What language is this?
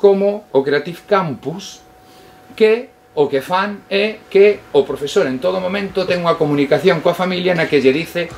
Galician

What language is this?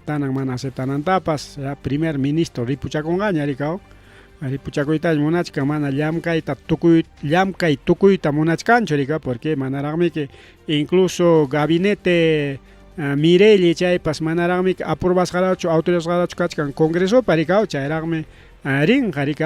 Ayacucho Quechua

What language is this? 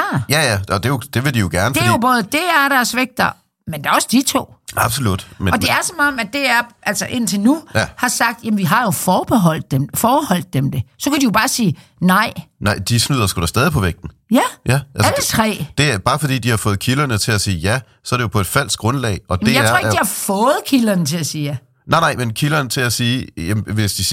Danish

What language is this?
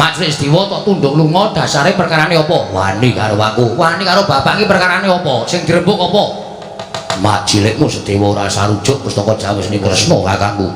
Javanese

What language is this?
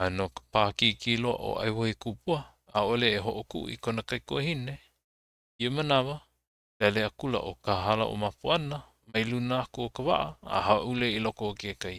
Hawaiian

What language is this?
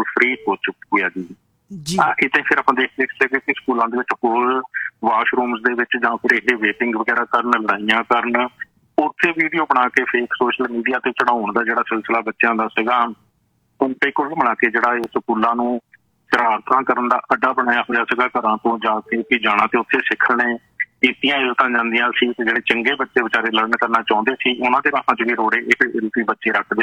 Punjabi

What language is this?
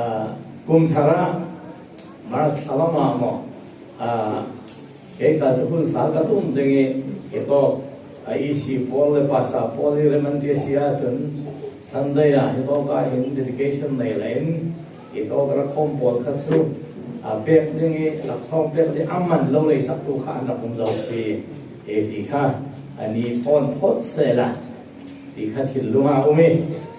Falam Chin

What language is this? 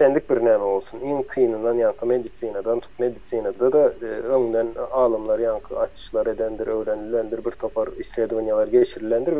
Turkmen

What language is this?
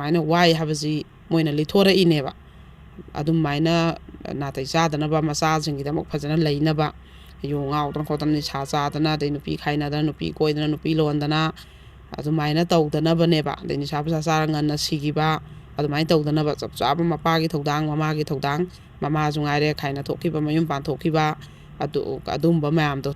Manipuri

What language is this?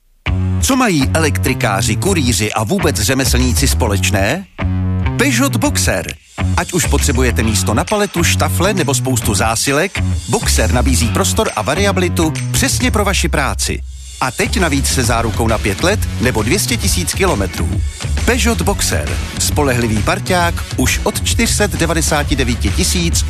Czech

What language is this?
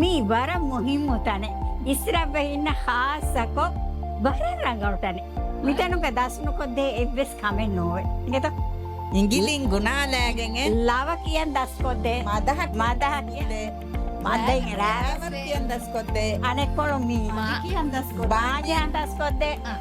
Divehi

